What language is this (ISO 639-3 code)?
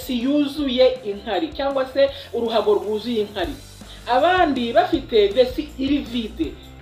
kin